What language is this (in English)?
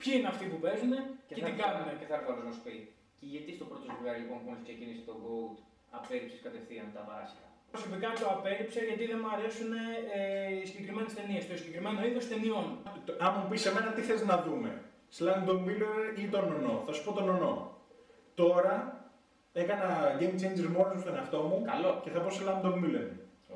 Greek